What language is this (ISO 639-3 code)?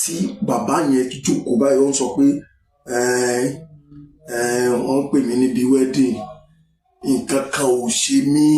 yor